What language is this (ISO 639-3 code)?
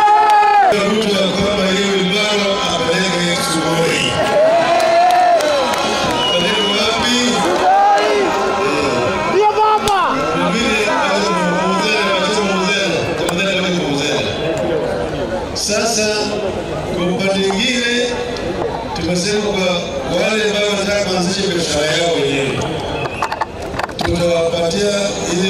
swa